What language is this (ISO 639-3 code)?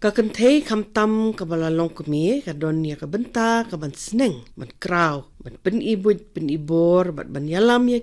kha